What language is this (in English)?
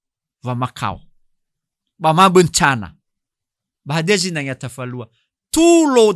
Nias